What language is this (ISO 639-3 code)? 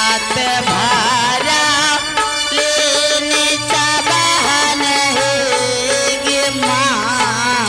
anp